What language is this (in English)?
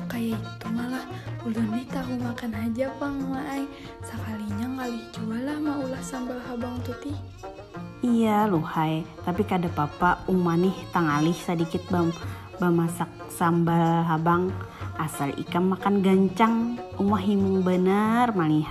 Banjar